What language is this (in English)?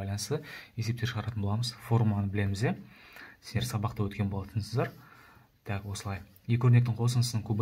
Kazakh